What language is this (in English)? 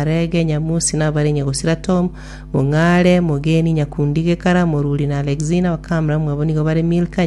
Gusii